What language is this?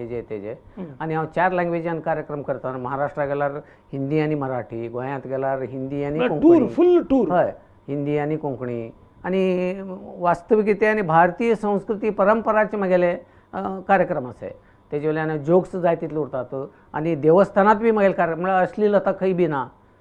Konkani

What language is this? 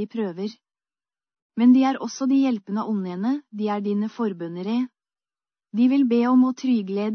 Norwegian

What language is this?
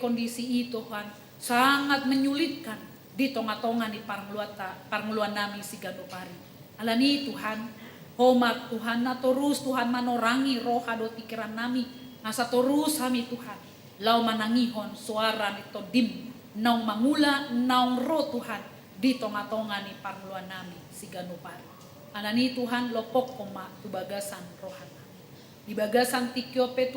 Batak Toba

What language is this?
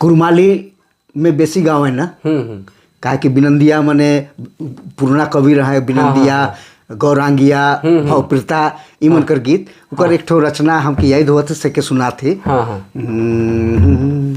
Sadri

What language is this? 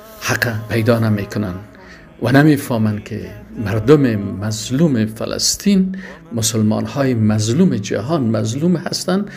Persian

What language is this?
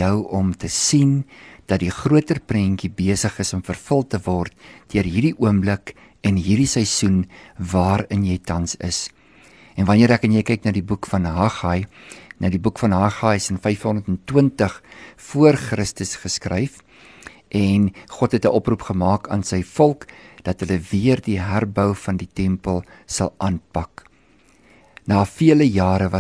Afrikaans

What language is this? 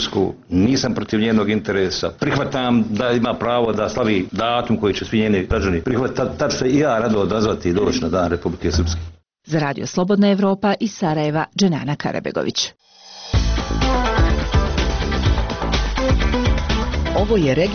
Bosnian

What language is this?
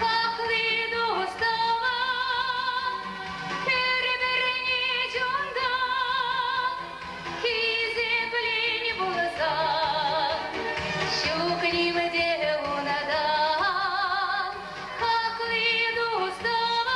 Chuvash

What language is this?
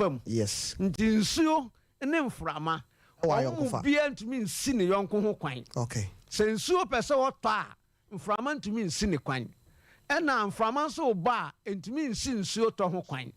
Akan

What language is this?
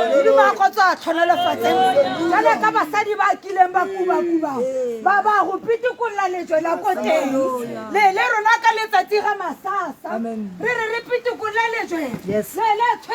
Tswana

